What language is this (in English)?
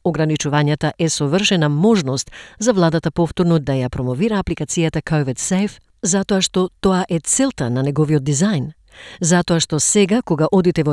Macedonian